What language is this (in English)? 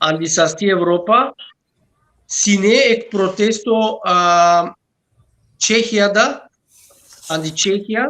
Balkan Romani